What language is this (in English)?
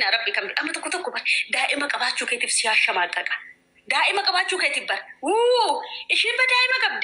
Oromo